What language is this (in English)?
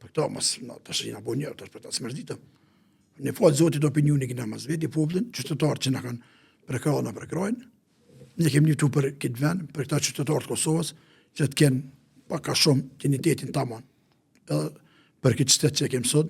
Albanian